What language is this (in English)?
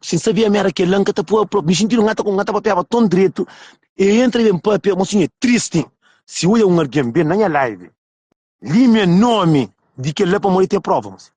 Kabuverdianu